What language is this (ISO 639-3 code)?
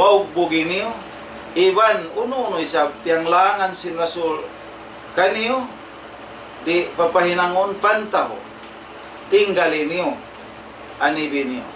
tsg